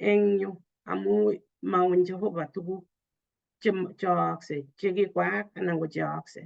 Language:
Kalenjin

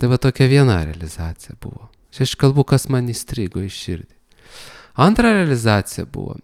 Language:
Lithuanian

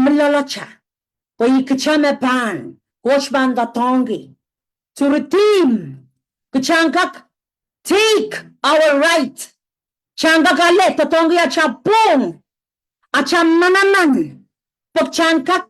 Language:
Pohnpeian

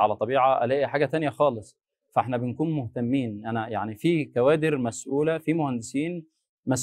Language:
Egyptian Arabic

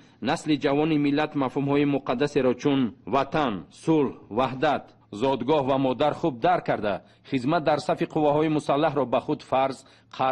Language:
Tajik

